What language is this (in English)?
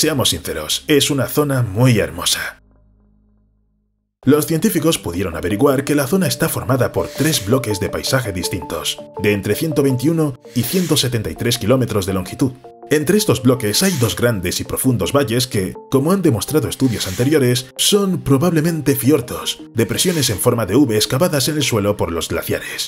Spanish